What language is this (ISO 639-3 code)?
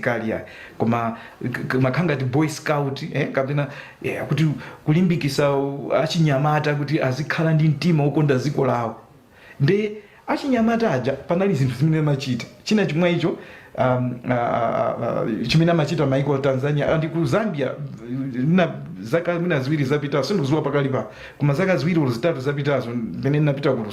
nya